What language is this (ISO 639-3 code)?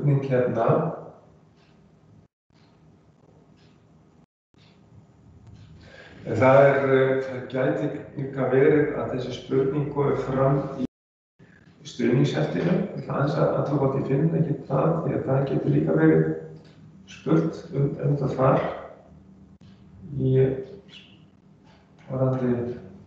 isl